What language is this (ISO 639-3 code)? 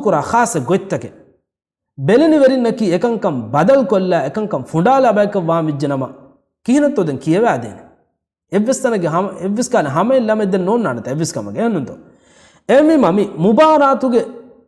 div